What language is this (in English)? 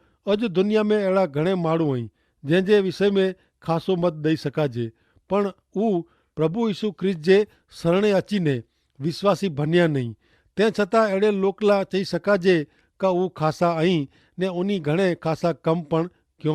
Kachhi